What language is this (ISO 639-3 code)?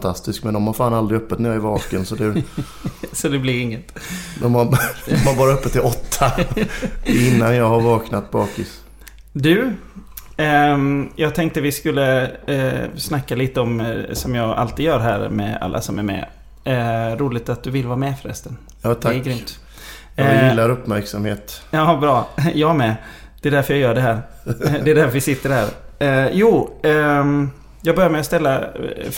swe